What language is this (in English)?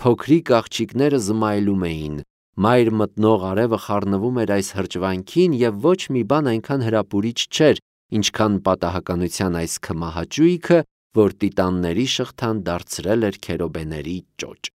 Armenian